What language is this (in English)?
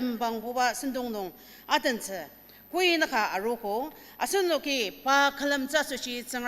Ao Naga